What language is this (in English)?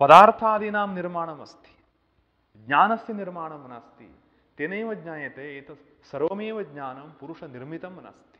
Sanskrit